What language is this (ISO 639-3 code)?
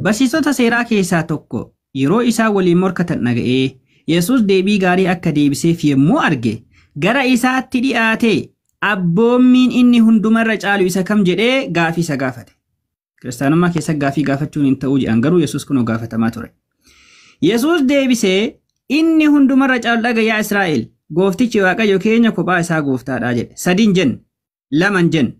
orm